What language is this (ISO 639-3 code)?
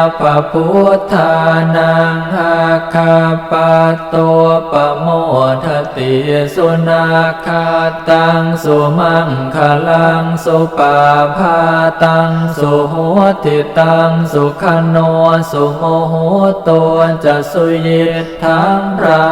pli